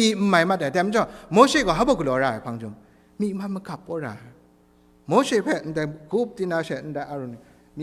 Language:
Kachin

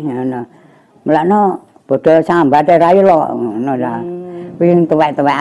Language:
Javanese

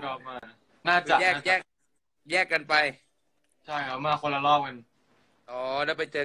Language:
Thai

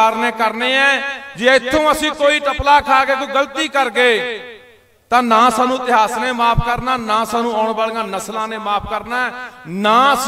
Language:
Punjabi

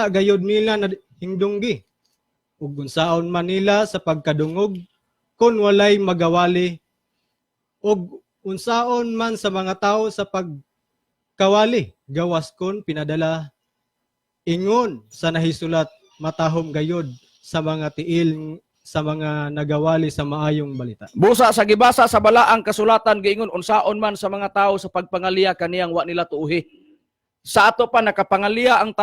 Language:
Cebuano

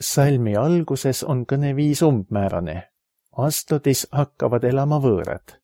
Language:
Estonian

